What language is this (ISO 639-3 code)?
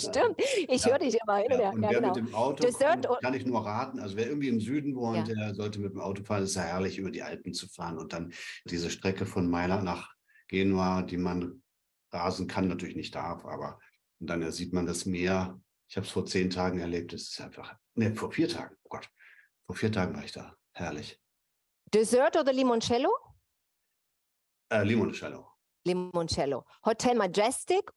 deu